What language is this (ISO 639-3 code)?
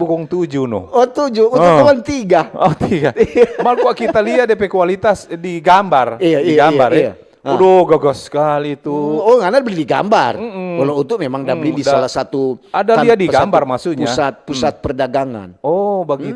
xmm